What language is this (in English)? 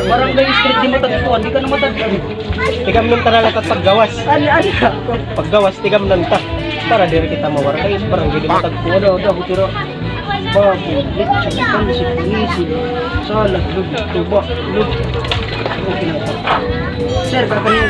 Waray